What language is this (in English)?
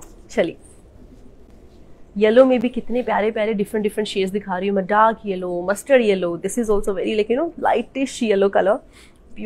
Hindi